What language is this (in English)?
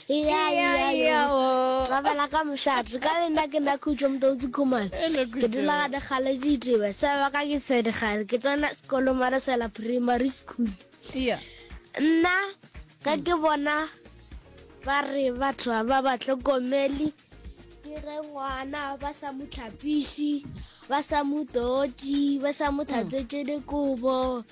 Northern Sotho